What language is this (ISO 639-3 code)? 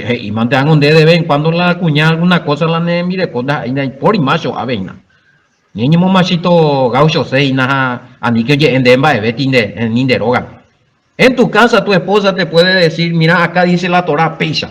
grn